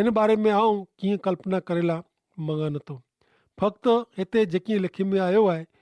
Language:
Kachhi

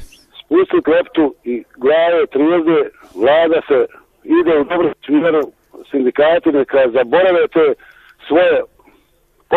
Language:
Croatian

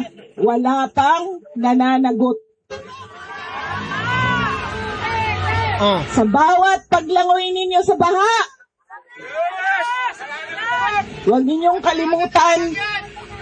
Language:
Filipino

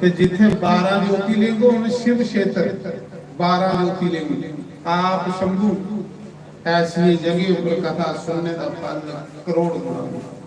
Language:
Dogri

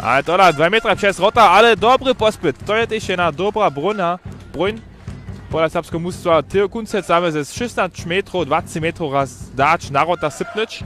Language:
Upper Sorbian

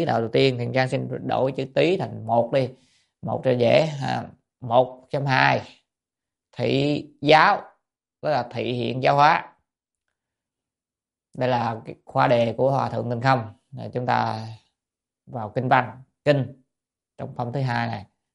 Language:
Vietnamese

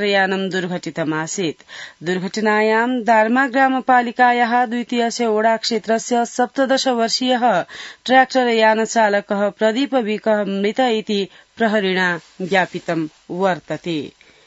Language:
Sanskrit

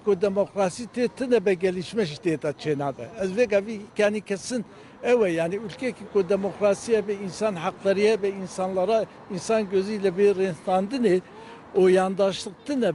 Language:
Kurdish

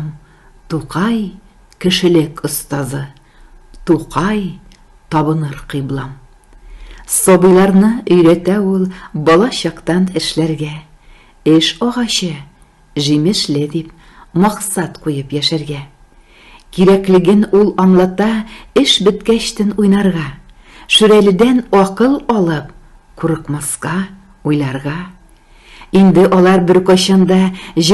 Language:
Tatar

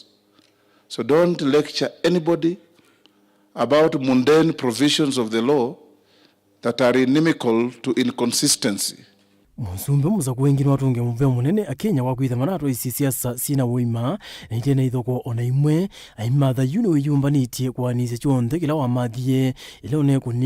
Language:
Kamba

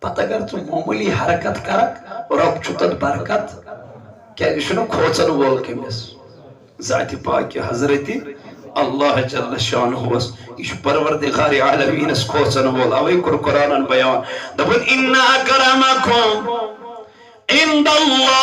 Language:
Kashmiri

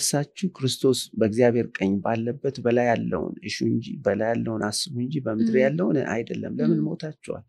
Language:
Amharic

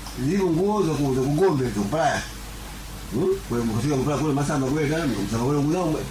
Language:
Sena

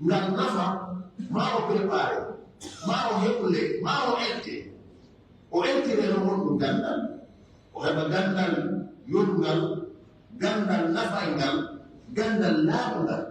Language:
Pular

